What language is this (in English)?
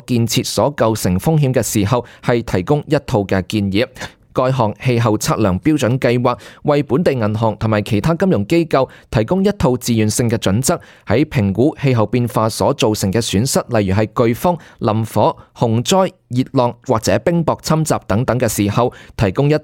Cantonese